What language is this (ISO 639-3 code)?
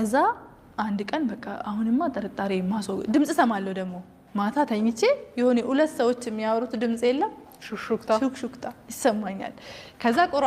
amh